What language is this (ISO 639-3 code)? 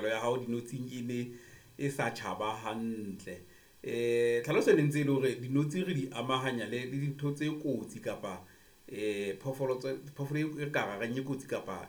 sot